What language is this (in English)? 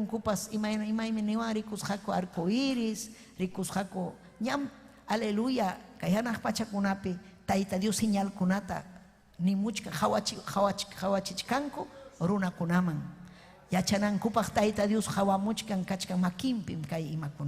Ayacucho Quechua